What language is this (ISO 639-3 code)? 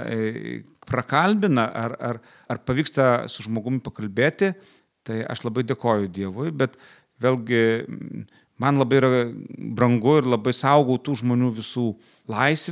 lit